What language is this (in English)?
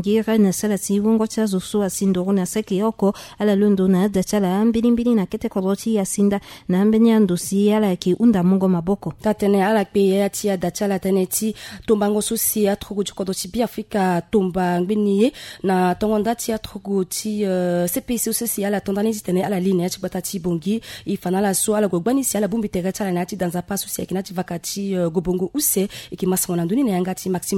Sango